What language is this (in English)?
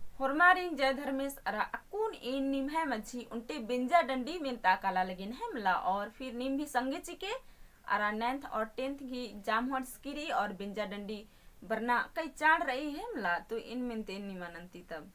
Kurukh